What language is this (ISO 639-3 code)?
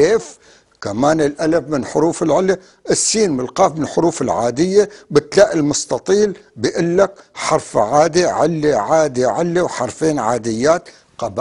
apc